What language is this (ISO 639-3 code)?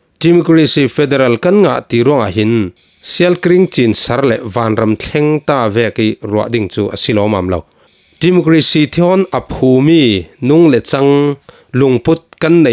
cfm